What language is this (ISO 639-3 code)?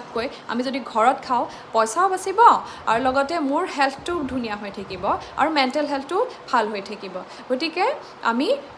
asm